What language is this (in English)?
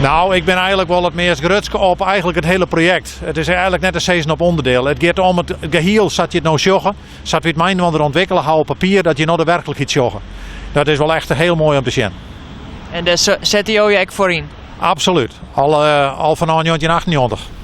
Western Frisian